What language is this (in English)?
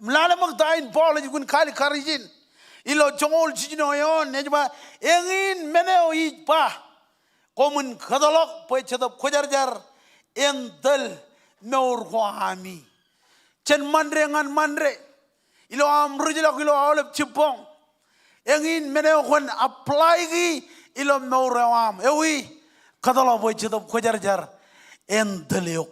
Marshallese